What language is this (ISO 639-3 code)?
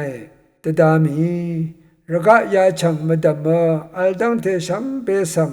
raw